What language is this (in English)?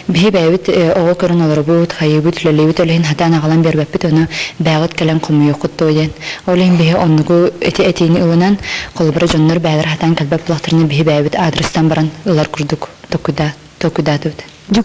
Yakut